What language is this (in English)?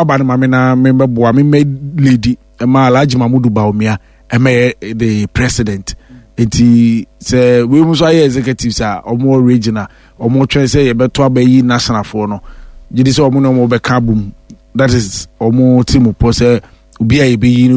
Akan